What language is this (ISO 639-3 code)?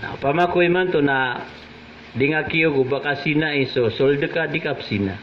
mrw